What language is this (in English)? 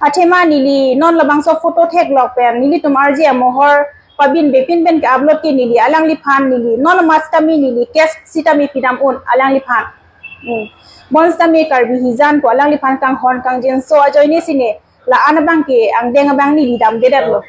Karbi